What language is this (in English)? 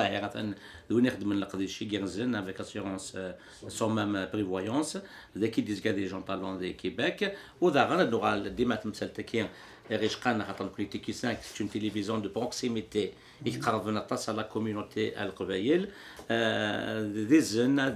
Kabyle